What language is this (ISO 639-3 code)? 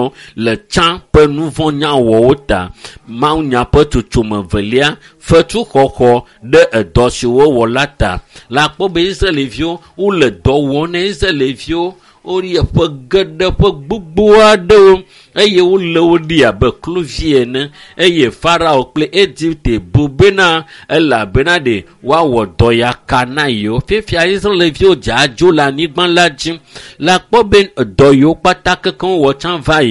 ewe